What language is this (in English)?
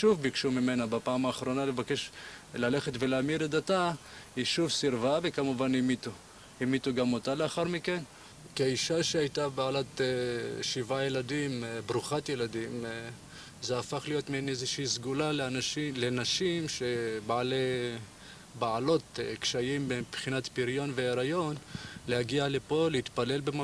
Hebrew